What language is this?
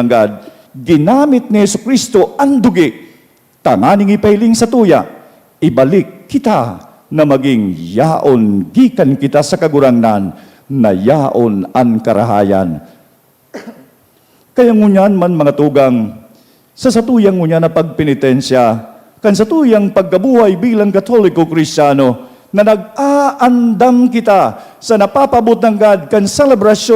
Bikol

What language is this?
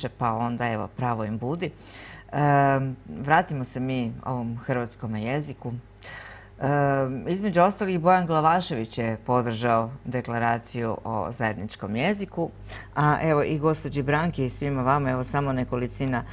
Croatian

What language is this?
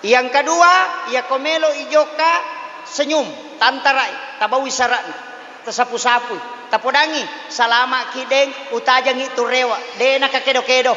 Buginese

